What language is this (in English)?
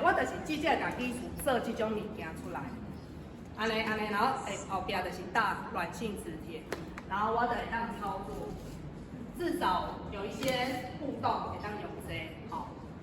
Min Nan Chinese